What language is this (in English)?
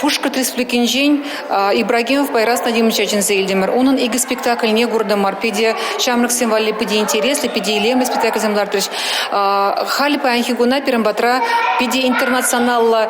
Chuvash